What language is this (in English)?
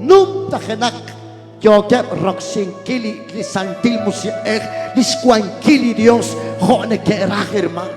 Kekchí